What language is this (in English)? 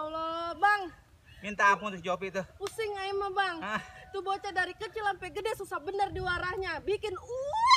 Betawi